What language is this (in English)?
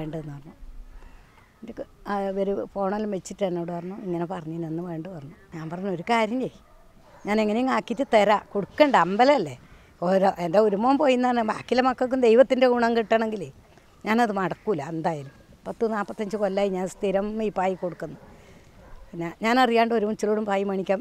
Malayalam